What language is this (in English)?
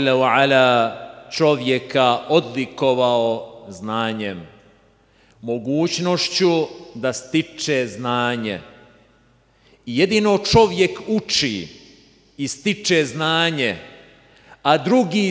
Bosnian